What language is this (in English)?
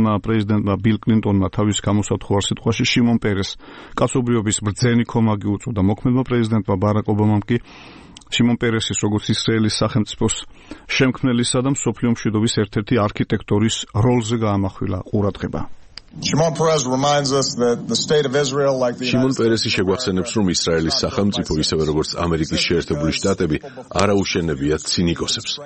Georgian